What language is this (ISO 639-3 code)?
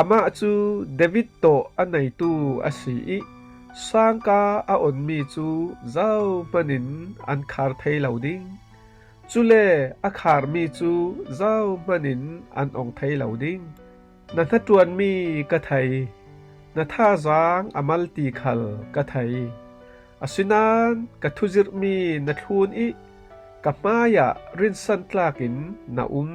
cfm